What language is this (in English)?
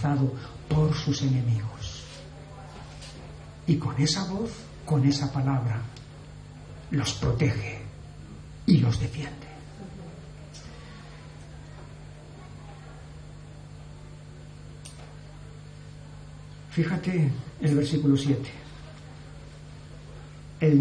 Spanish